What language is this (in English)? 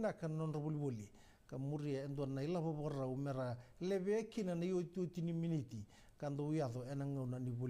Fijian